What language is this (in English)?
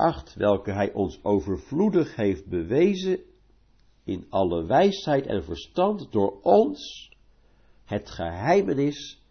Dutch